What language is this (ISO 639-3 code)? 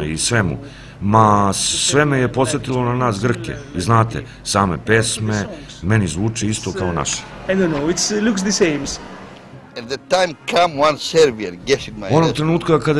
srp